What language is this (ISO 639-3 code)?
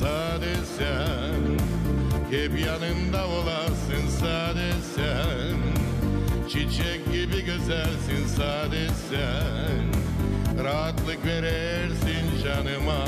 gag